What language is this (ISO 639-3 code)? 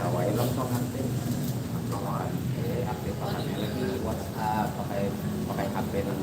bjn